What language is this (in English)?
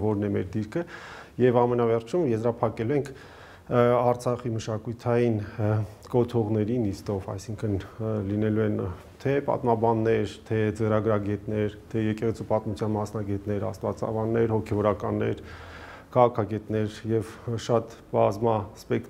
Armenian